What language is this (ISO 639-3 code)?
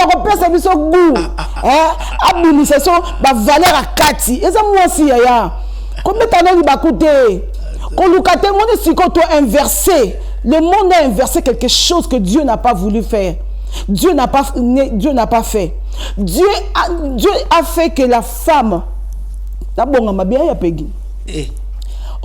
lin